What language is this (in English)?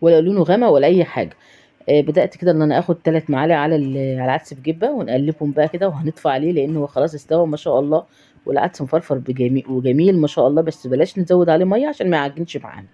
Egyptian Arabic